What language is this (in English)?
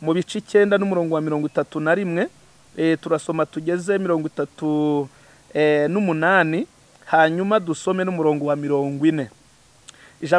Kinyarwanda